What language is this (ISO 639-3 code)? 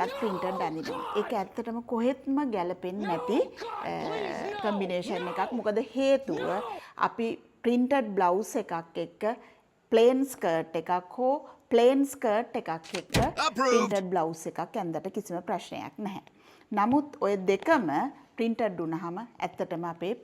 sin